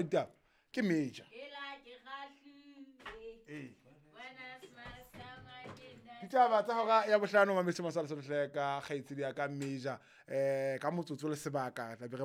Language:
Southern Sotho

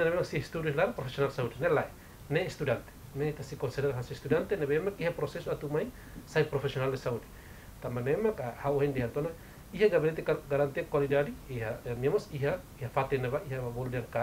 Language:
Tetum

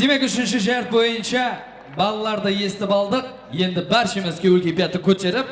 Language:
Kara-Kalpak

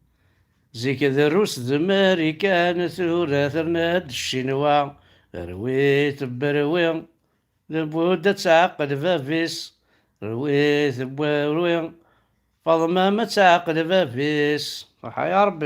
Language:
Kabyle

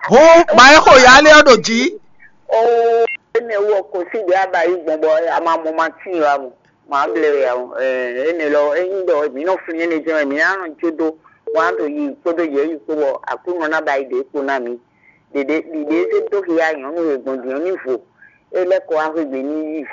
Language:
Fon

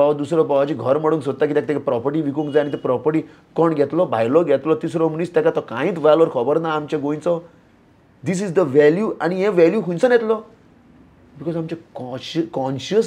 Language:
Konkani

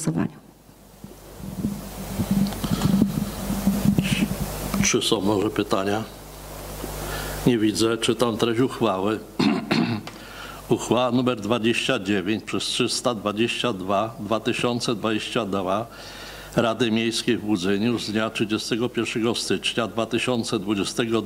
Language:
Polish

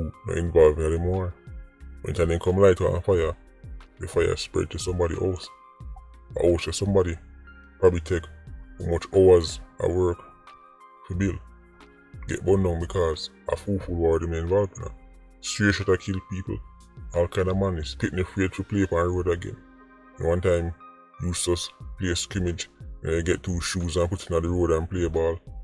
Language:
Jamaican Creole English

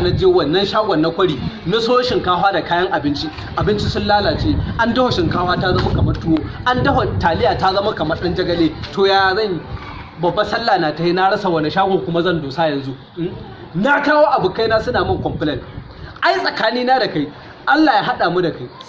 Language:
Hausa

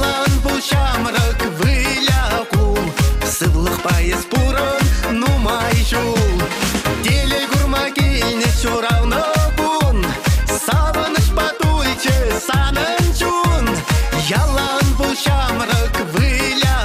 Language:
Chuvash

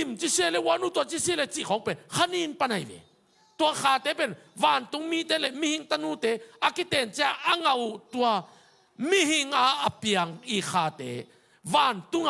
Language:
Tedim Chin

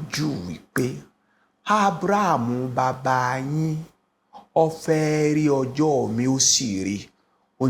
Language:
Yoruba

